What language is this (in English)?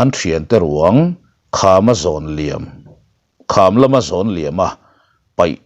Mizo